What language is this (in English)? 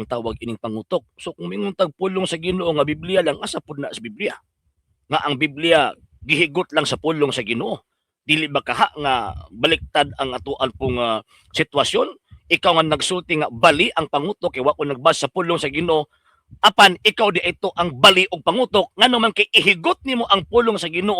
Cebuano